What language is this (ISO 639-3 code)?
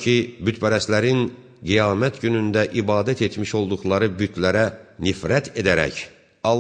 aze